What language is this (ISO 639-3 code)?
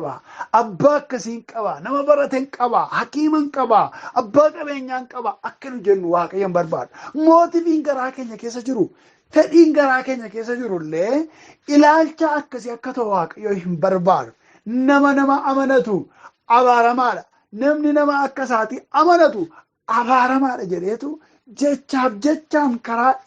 orm